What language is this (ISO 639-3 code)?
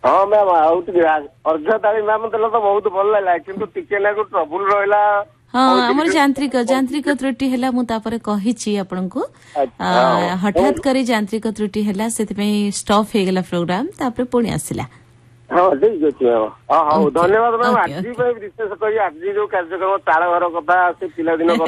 ori